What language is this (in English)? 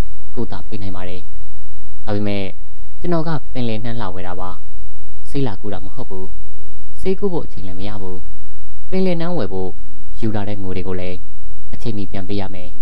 Burmese